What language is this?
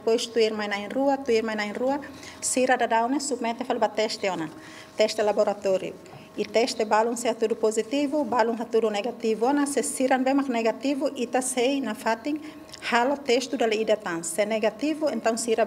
Tetum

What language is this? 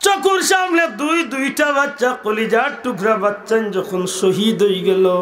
Sylheti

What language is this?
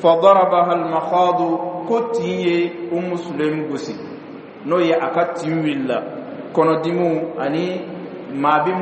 Dyula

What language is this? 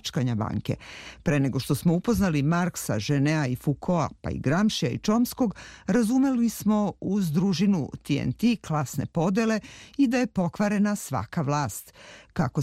Serbian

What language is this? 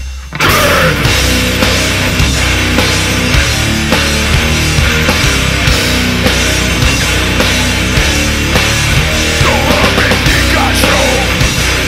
Czech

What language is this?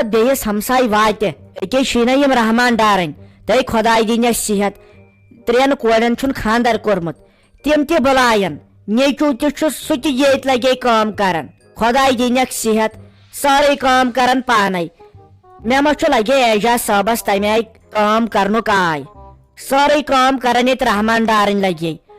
Kashmiri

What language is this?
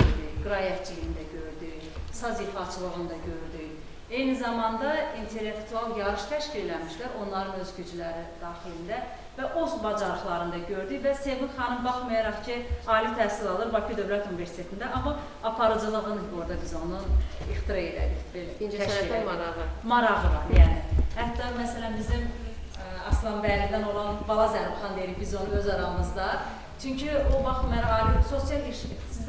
Azerbaijani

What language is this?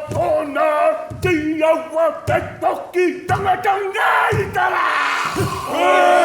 Māori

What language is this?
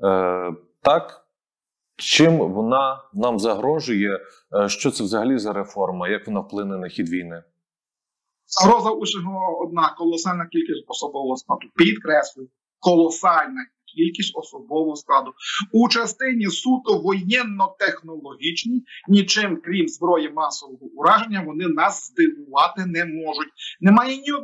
Ukrainian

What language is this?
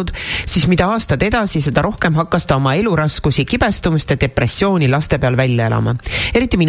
Estonian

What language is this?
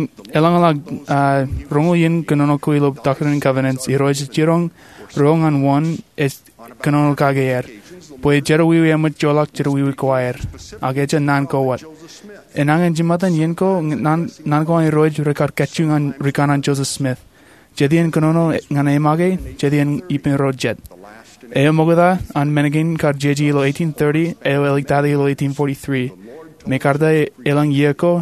Marshallese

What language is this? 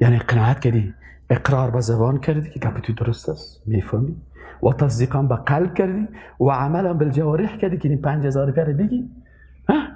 Persian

